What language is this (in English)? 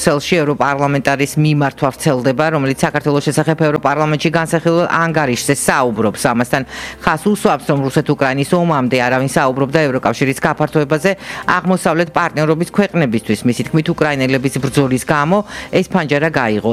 Georgian